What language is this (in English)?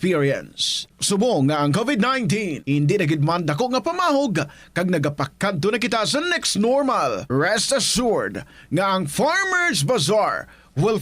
Hiligaynon